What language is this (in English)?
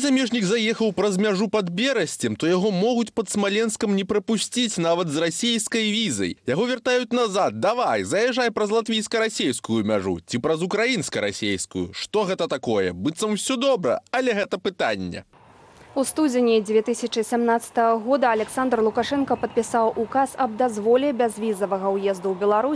Belarusian